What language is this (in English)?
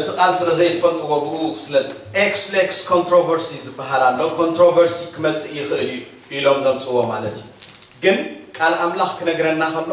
Tigrinya